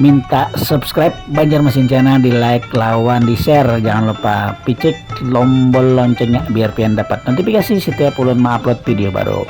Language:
Banjar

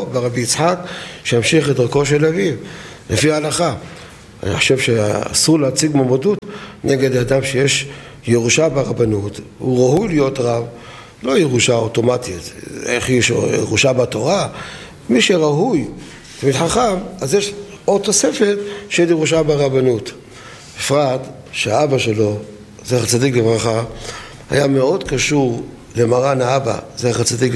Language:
Hebrew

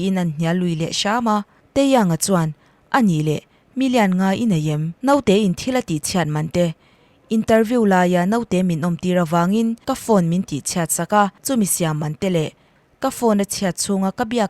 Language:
Mizo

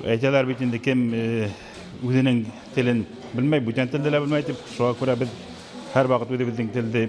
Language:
Bashkir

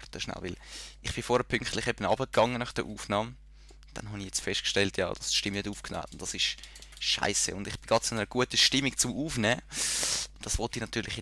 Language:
Swiss German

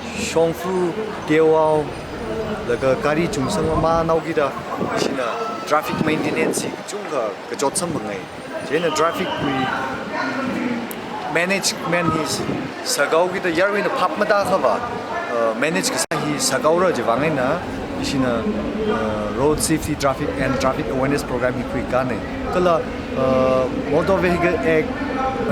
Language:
Tangkhul Naga (India)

